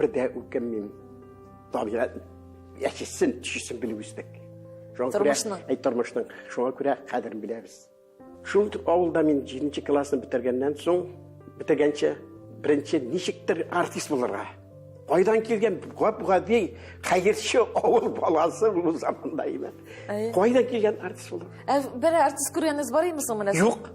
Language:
Tatar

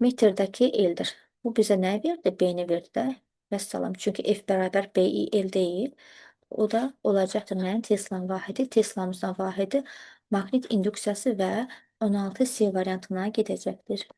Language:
Azerbaijani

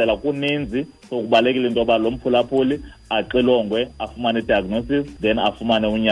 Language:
Xhosa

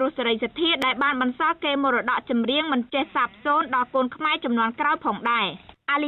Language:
Khmer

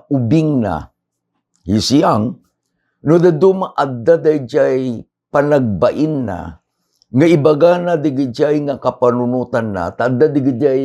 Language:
Iloko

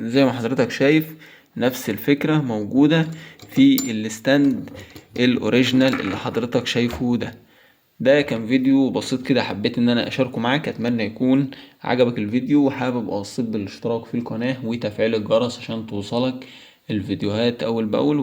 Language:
Egyptian Arabic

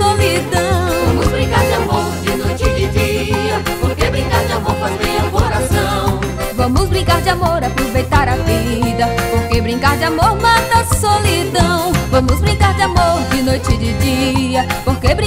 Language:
Portuguese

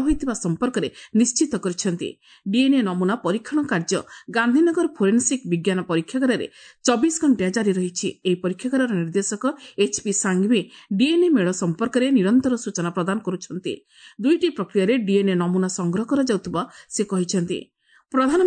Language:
Odia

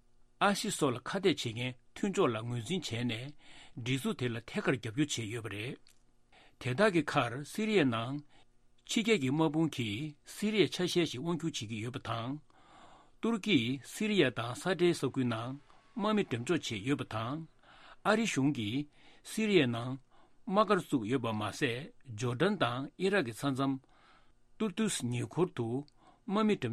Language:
Tibetan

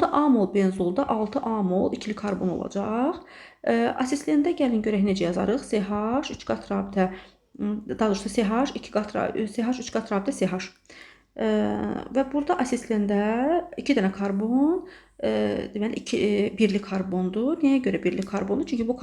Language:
Azerbaijani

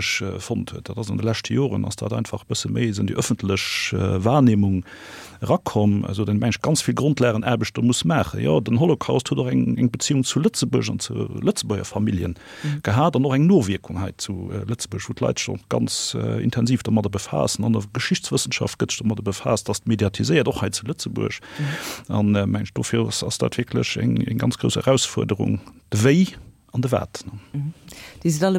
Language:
Luxembourgish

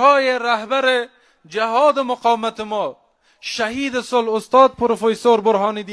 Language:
Persian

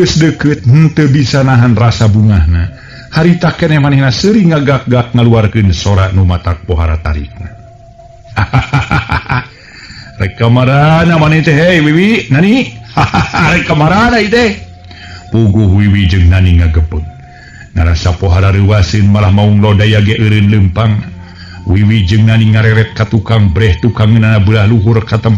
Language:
Sundanese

